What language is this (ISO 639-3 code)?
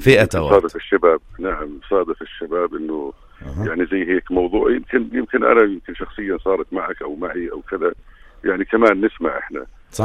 apc